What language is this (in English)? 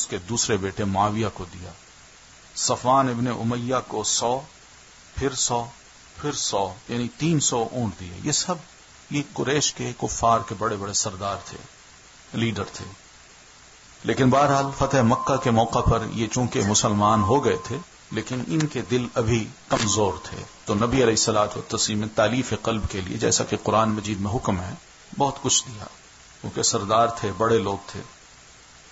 Urdu